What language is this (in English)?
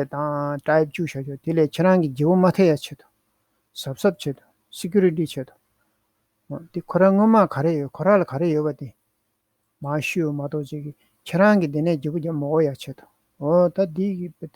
Tibetan